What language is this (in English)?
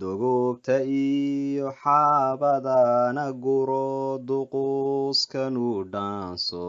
Somali